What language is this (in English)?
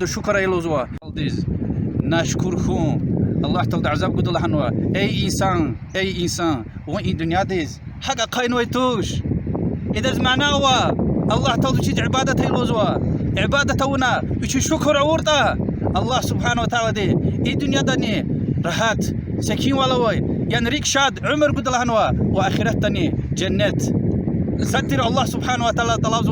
Lezghian